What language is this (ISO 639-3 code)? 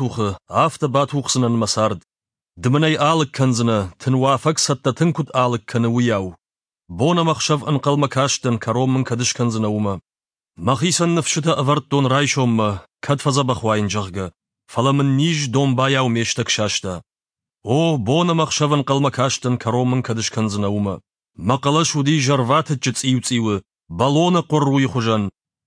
oss